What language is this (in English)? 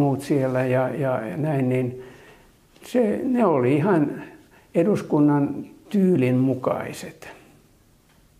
Finnish